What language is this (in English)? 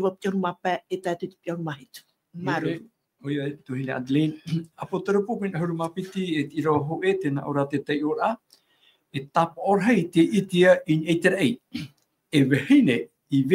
Tahitian